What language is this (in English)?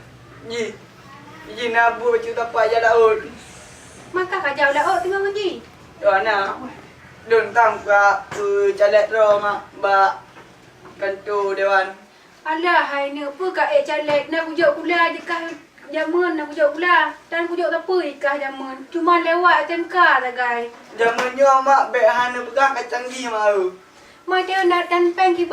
Achinese